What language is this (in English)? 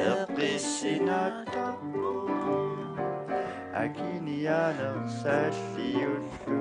Kalaallisut